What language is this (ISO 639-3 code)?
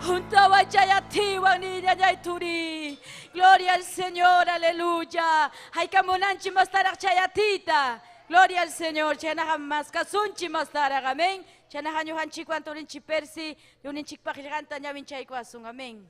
quy